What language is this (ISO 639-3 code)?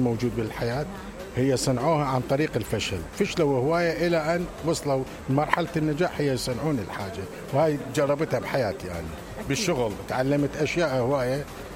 acm